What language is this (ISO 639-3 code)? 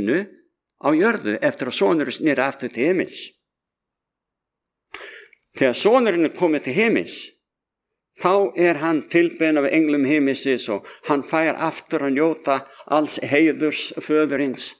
isl